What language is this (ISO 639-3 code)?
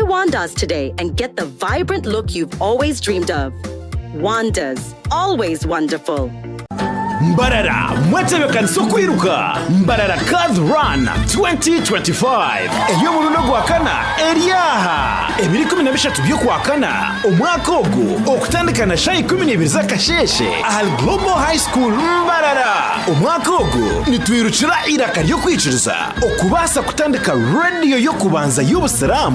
nyn